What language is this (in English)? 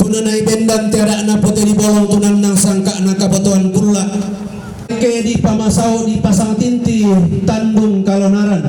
Toraja-Sa'dan